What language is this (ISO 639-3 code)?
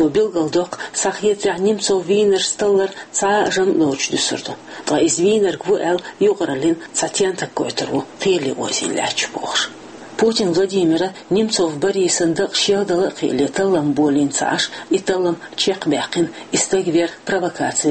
che